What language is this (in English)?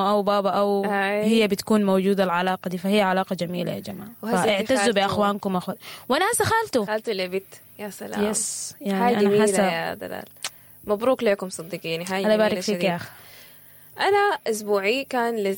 Sudanese Arabic